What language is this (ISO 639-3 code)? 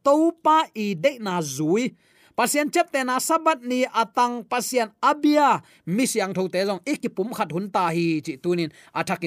ctd